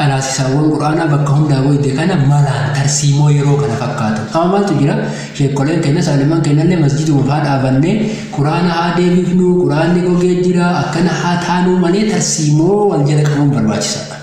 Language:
Oromo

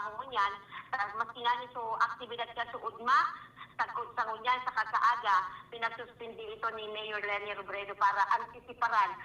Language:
Bikol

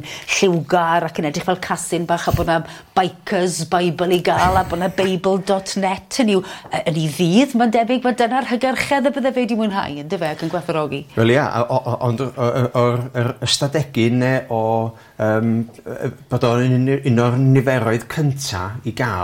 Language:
Welsh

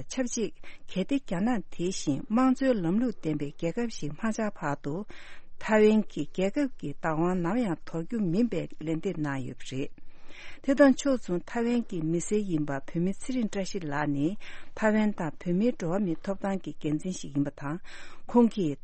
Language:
Tibetan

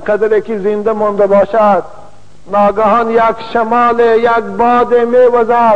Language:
Tajik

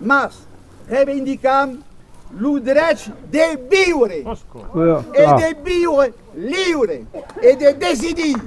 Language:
Occitan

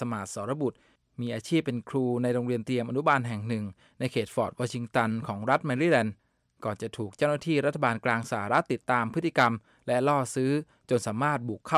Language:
Thai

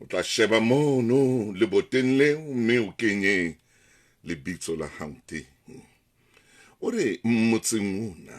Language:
Southern Sotho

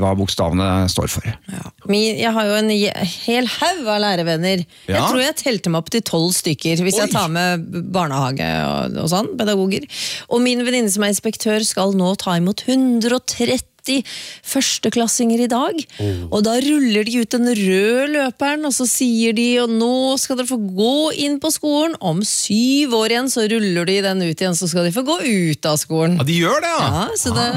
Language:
Norwegian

